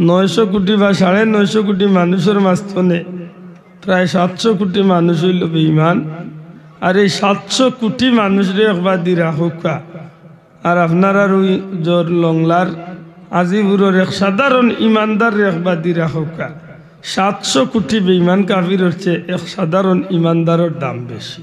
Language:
Sylheti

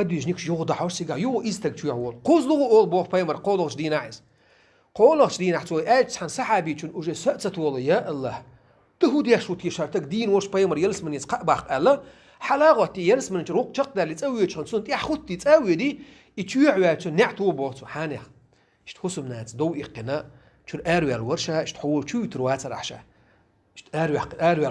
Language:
Chechen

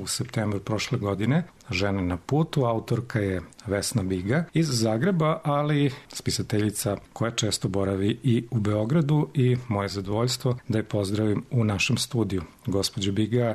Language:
Serbian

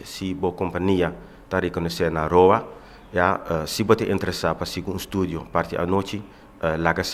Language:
Papiamento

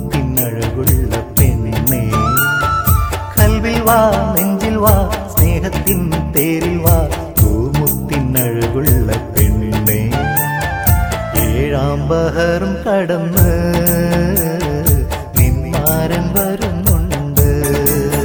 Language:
Malayalam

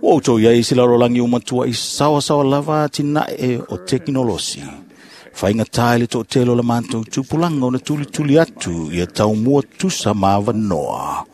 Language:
Samoan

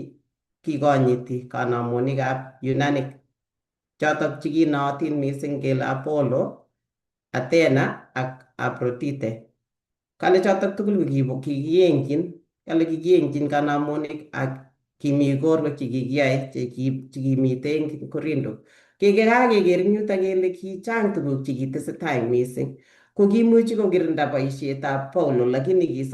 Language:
Kalenjin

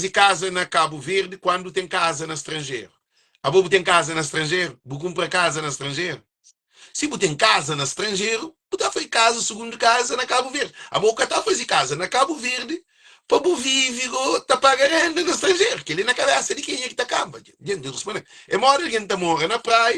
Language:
Kabuverdianu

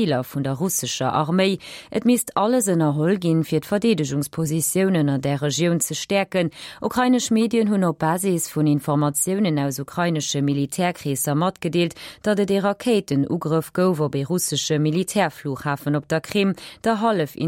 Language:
Luxembourgish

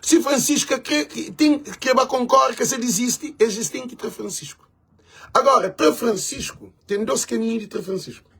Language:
Kabuverdianu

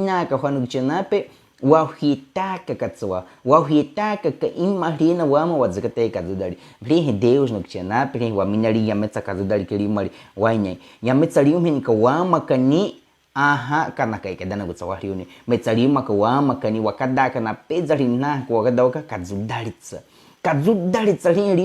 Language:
Baniwa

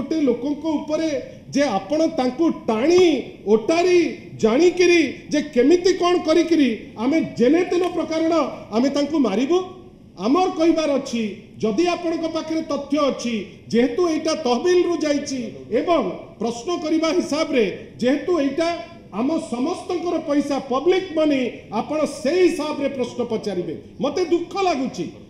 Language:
Odia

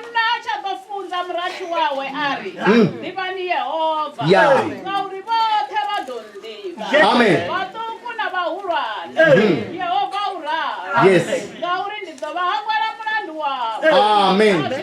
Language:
Venda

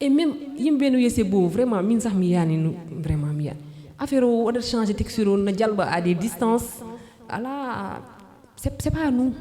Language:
Fula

